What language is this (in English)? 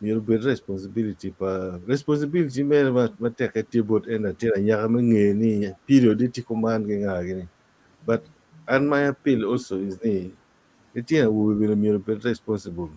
Acoli